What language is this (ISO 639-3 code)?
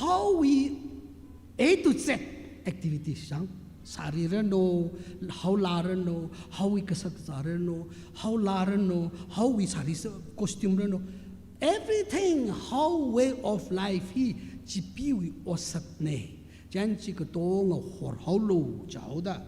nmf